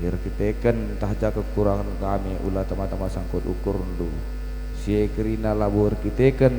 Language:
Batak Karo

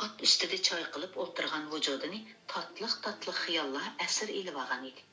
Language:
Uyghur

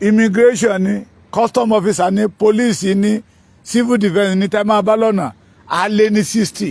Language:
Yoruba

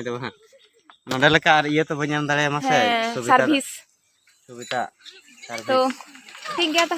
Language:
Santali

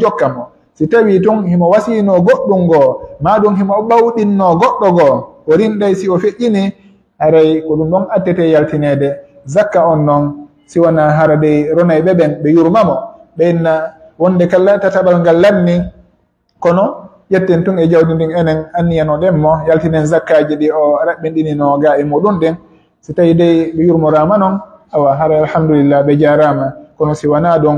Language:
Pular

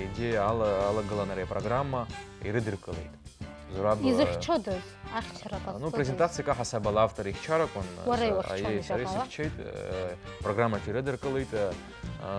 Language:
Abkhazian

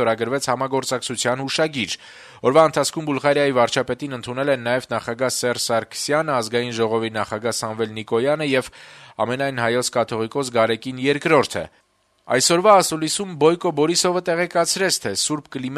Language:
Armenian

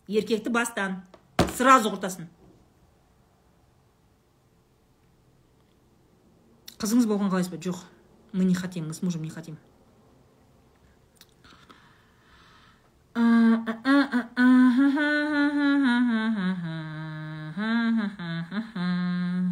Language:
Kazakh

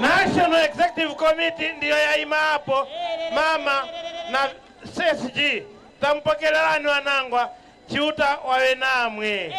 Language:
Nyanja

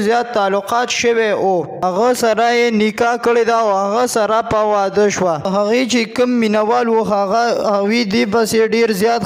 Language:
Pashto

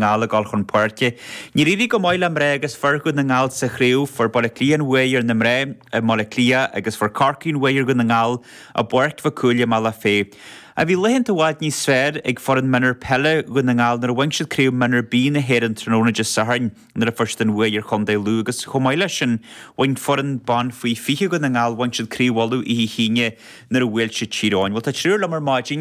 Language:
Irish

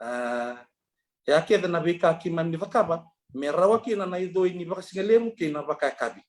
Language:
Fijian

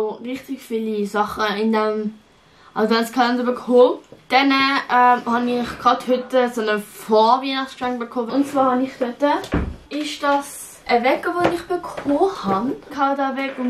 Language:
Swiss German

